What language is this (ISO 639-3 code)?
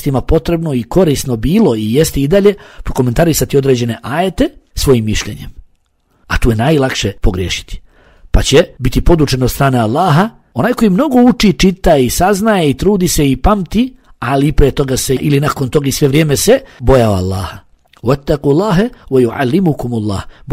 bos